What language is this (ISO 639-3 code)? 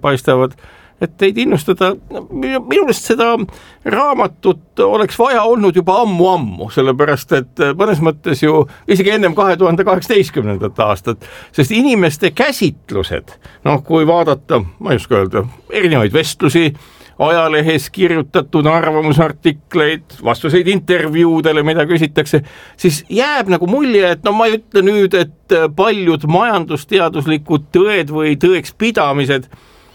est